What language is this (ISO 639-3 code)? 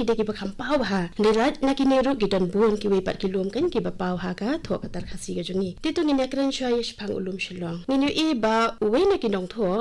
kha